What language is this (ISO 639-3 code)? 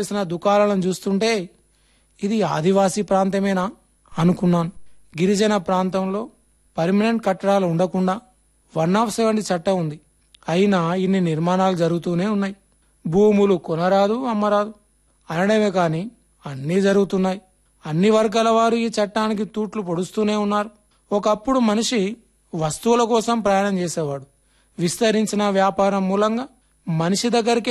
tel